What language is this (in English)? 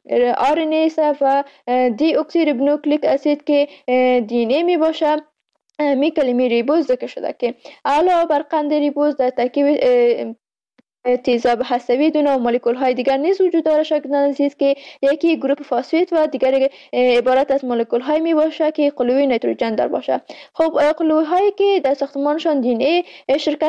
Persian